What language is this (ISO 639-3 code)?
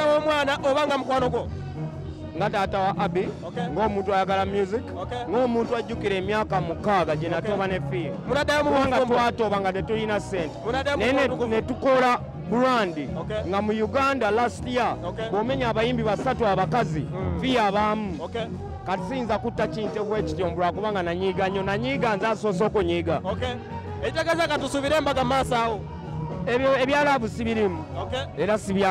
lug